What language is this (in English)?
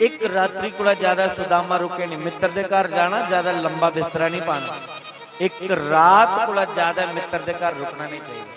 Dogri